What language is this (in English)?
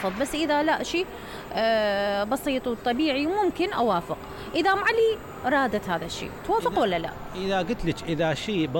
Mesopotamian Arabic